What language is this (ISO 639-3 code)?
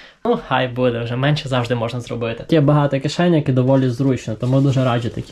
ukr